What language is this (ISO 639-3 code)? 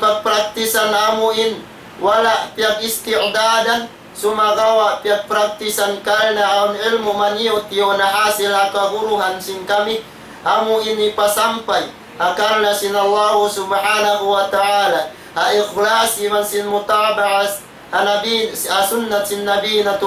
tsg